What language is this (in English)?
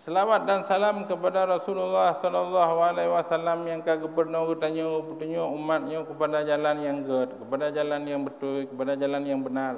Achinese